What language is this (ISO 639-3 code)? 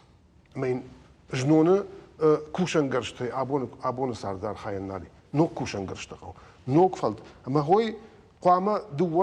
oss